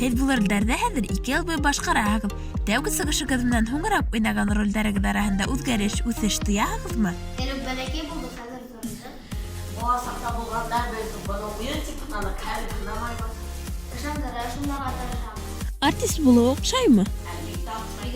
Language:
Bashkir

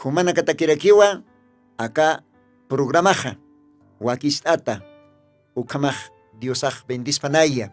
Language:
Aymara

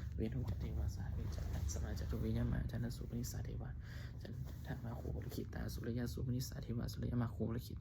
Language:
Pali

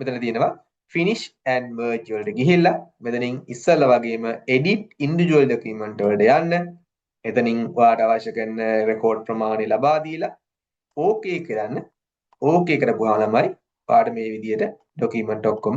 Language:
Sinhala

